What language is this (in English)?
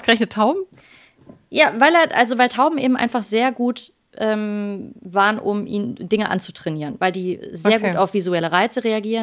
German